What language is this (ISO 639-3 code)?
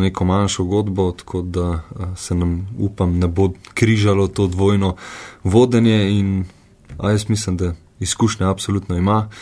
slv